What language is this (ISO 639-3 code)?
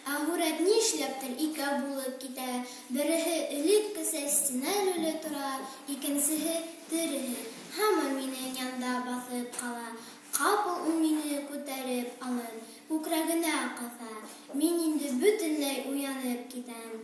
bak